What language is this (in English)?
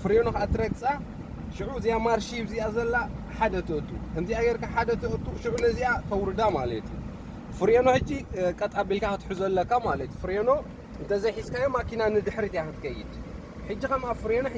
Tigrinya